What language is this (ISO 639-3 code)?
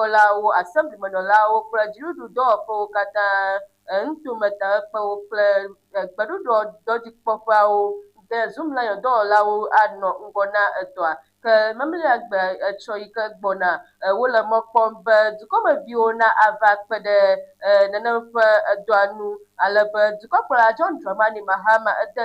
ewe